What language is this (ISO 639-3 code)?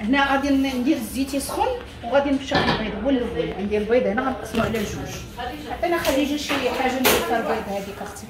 ary